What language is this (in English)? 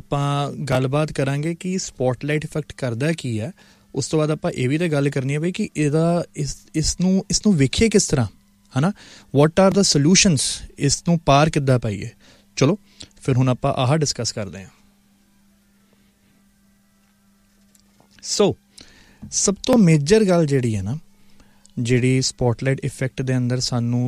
Punjabi